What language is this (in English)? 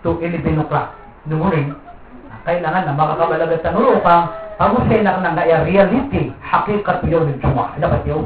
Maranao